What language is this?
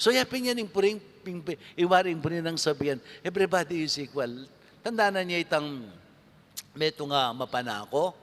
Pampanga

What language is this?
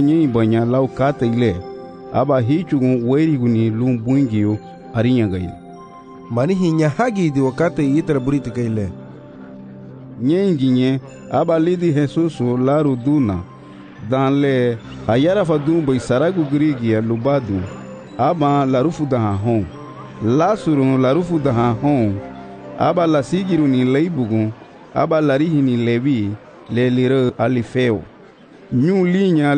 Garifuna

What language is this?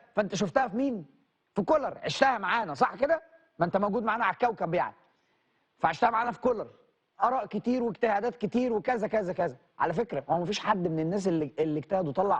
Egyptian Arabic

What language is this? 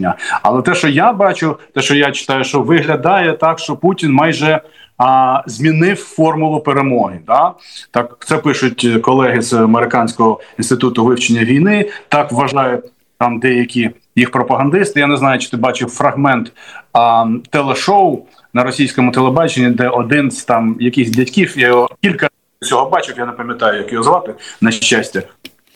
Ukrainian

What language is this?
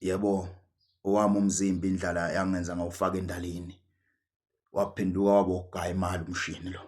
Zulu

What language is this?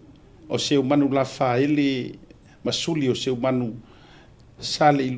Samoan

